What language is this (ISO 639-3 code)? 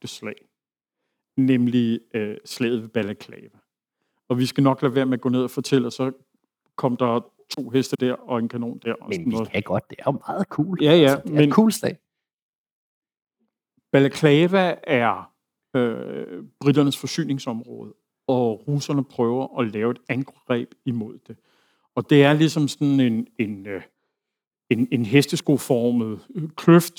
dan